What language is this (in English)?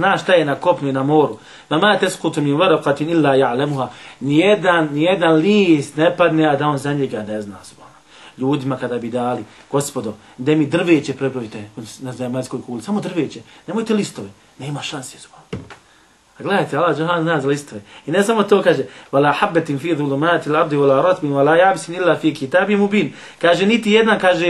Bosnian